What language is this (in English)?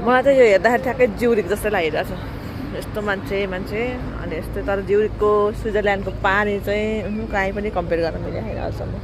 Nepali